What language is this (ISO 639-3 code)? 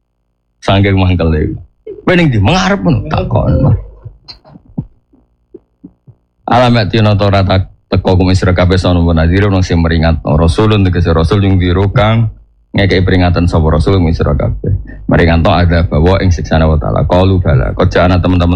jav